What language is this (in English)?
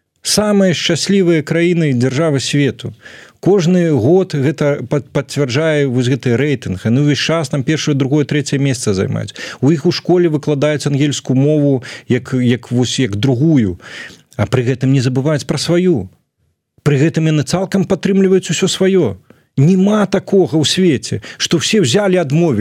Belarusian